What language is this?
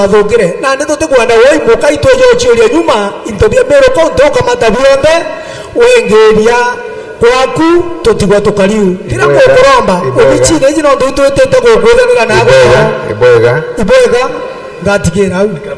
Meru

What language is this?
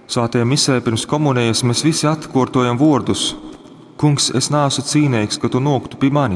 Latgalian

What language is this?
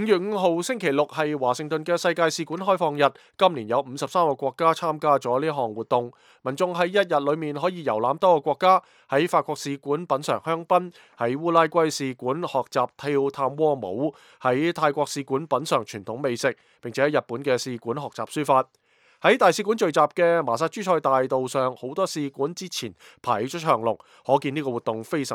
Cantonese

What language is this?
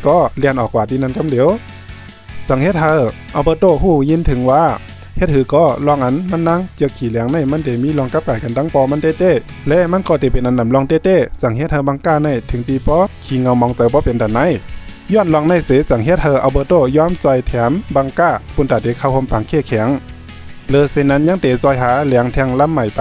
Shan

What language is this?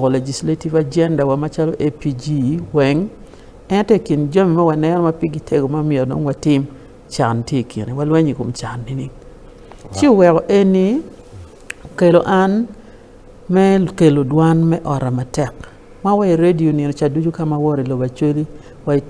Acoli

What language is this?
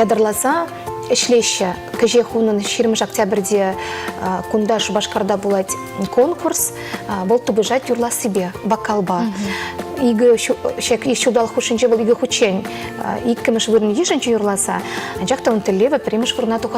Chuvash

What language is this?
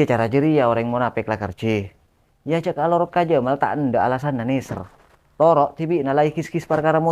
Madurese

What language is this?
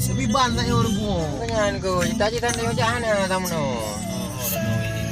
Achinese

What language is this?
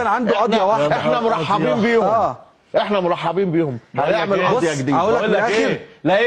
Egyptian Arabic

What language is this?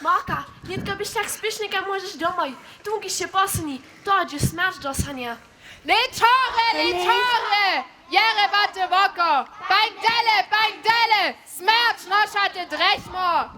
Upper Sorbian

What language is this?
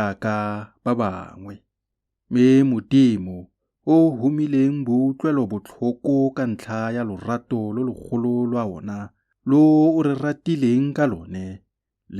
Tswana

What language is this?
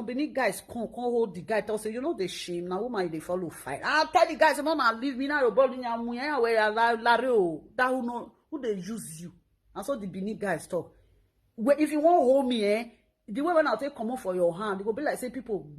Nigerian Pidgin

